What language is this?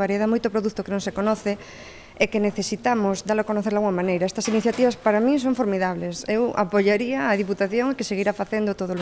Galician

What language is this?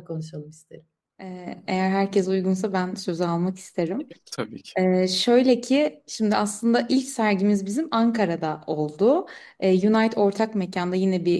Turkish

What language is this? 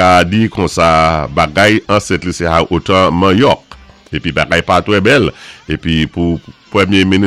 Saint Lucian Creole French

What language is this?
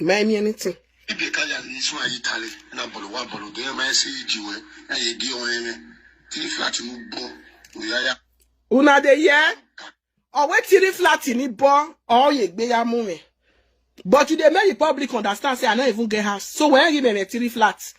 Nigerian Pidgin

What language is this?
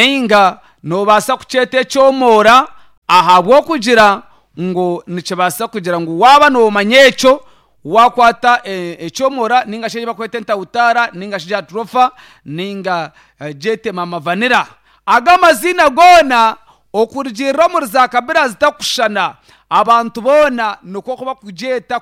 Nyankole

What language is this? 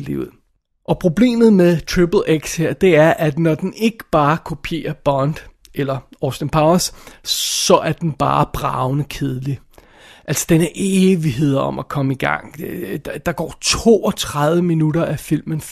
Danish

